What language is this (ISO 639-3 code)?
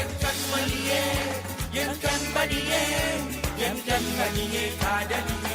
mfe